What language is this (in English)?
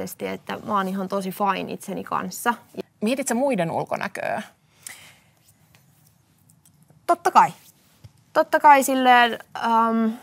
Finnish